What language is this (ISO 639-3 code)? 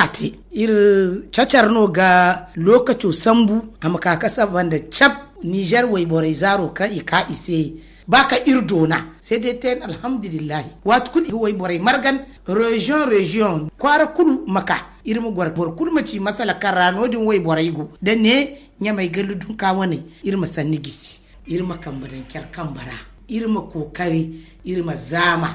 dje